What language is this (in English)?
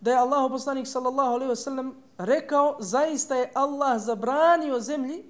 Bosnian